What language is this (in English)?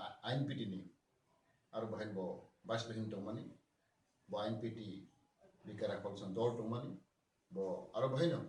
Kok Borok